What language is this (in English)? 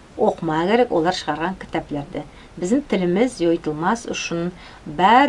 Nogai